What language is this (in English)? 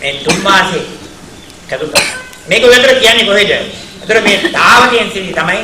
Sinhala